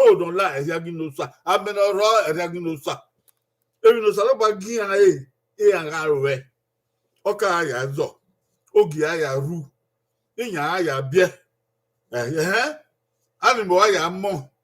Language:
Bini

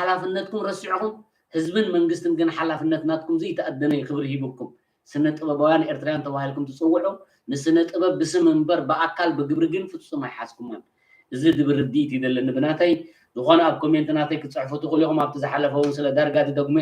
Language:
Tigrinya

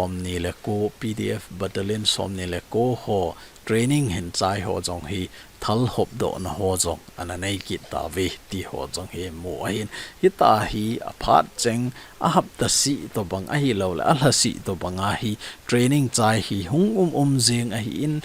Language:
Thado Chin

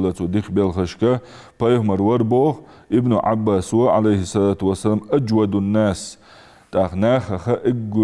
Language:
Ingush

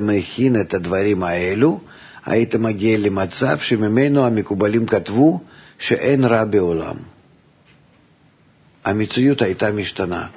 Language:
Hebrew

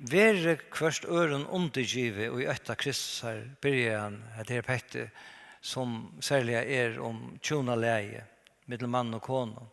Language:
Faroese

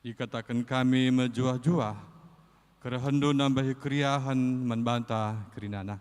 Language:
Batak Karo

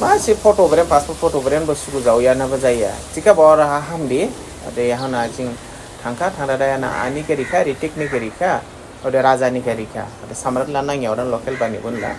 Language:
Dimasa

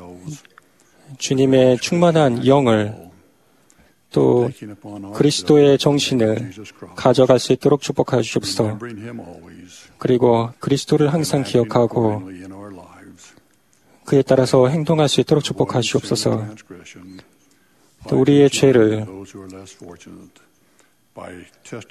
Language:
Korean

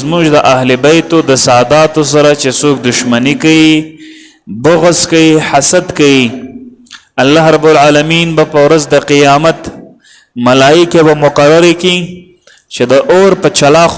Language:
Pashto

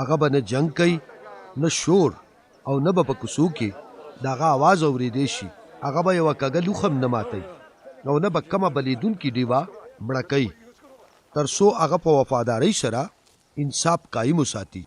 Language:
Pashto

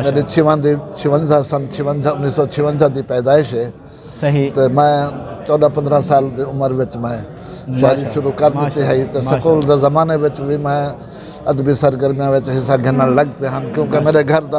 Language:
Saraiki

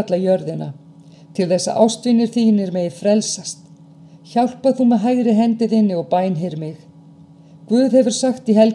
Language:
Icelandic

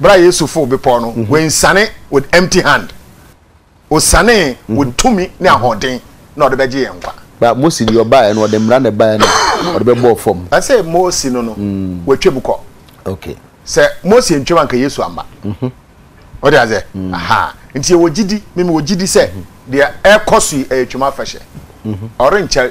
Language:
Akan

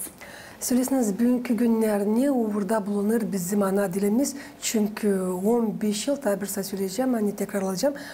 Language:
Gagauz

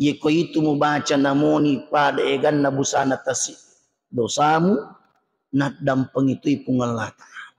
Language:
Buginese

